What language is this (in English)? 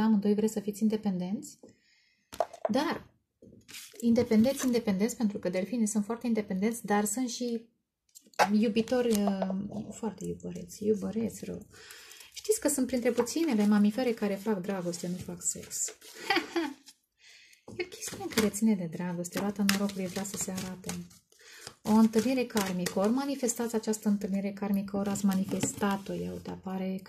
Romanian